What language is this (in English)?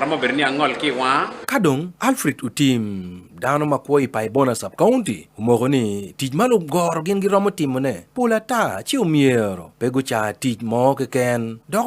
Acoli